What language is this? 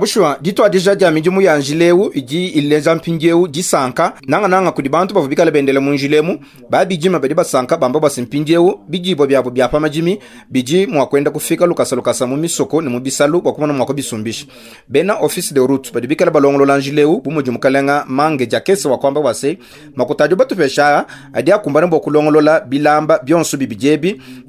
Luba-Lulua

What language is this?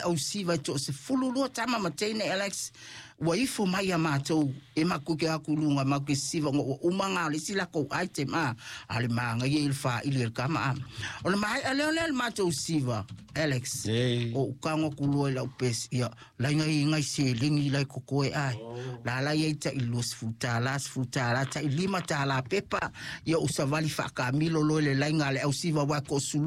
Samoan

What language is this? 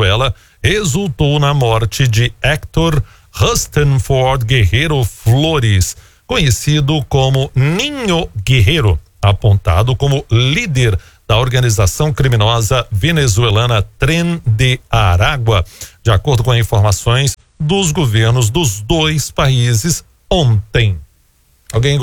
Portuguese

